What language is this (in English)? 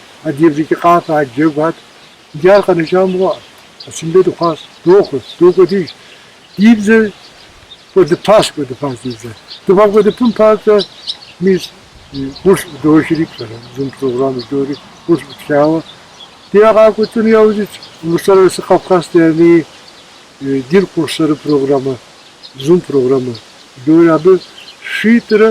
Kabardian